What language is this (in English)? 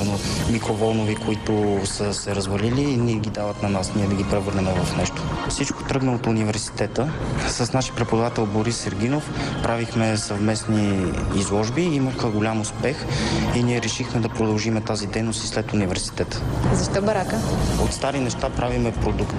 Bulgarian